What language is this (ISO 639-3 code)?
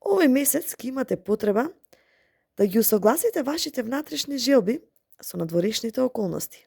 mkd